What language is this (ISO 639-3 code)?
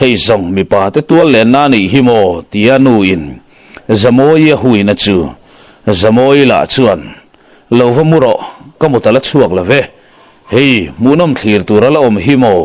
lus